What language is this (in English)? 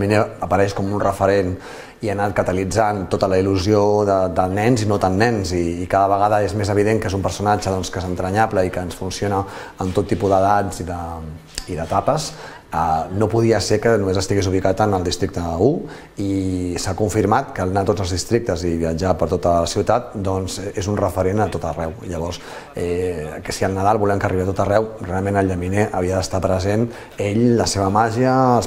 Catalan